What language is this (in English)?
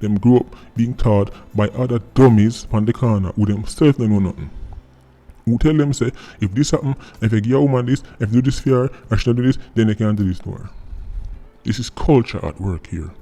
Jamaican Creole English